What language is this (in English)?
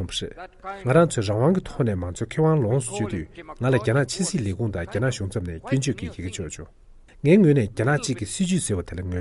Tibetan